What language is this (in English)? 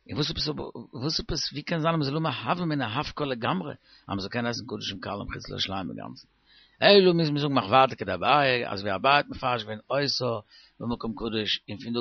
Yiddish